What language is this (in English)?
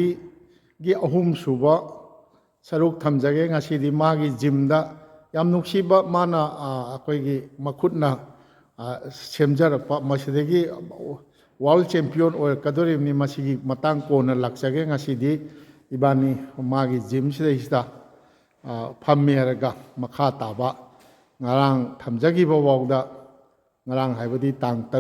Manipuri